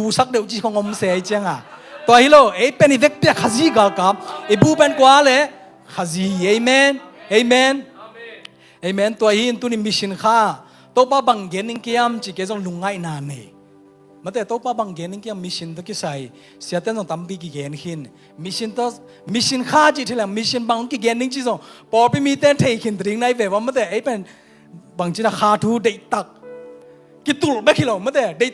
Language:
Tedim Chin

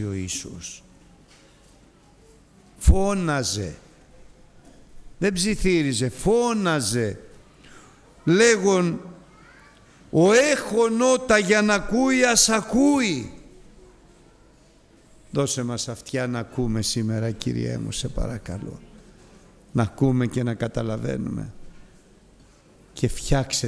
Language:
Greek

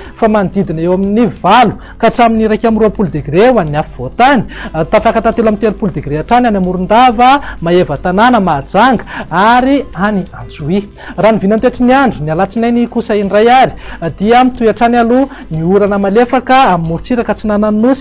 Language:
Malagasy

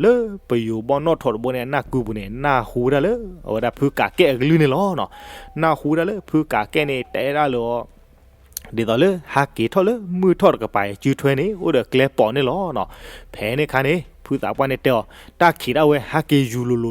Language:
S'gaw Karen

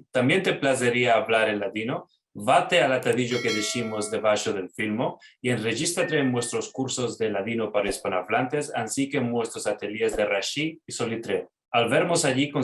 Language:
Ladino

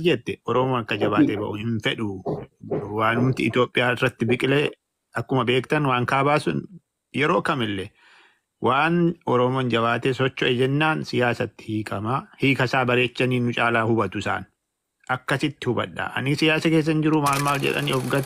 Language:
Oromo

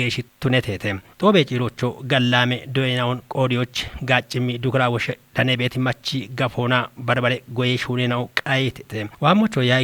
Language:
Kafa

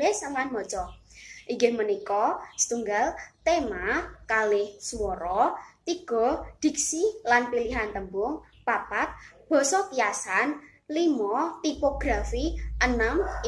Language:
Javanese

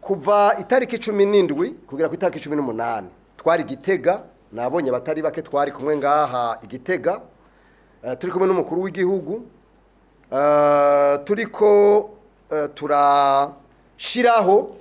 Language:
Rundi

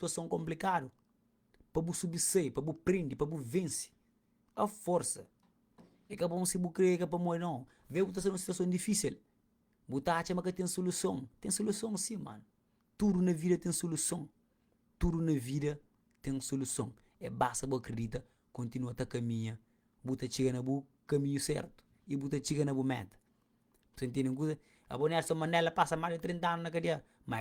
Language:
Kabuverdianu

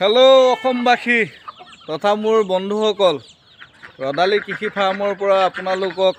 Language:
Assamese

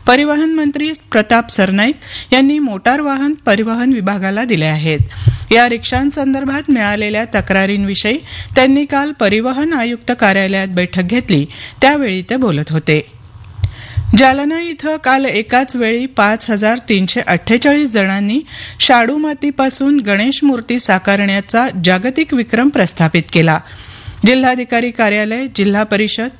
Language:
Marathi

